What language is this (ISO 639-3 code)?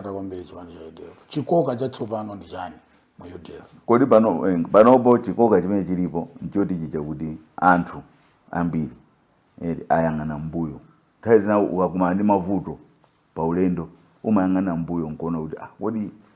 nya